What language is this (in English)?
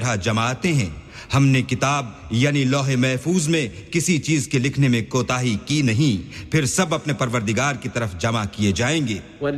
Urdu